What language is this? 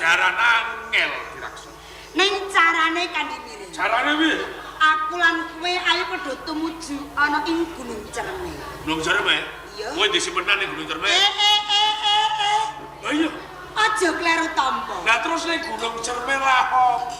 Javanese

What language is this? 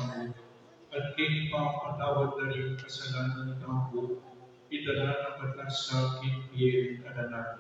Pampanga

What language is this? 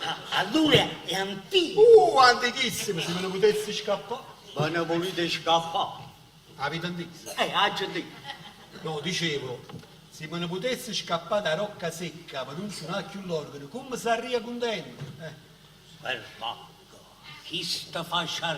Neapolitan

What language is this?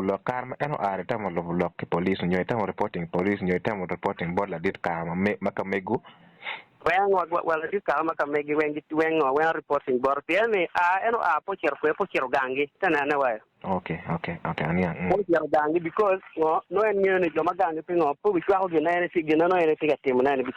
Acoli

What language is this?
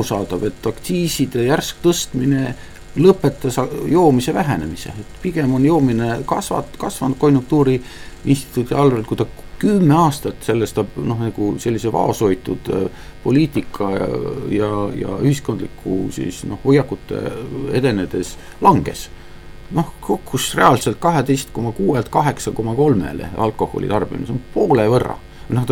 Estonian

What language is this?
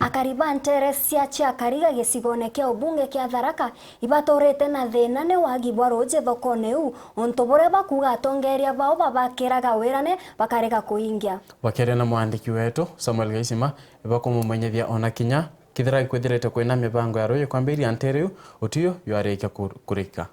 Meru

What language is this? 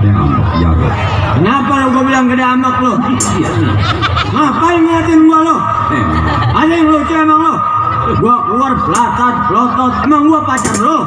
Betawi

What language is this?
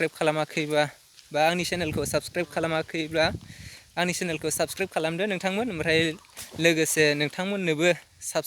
Bodo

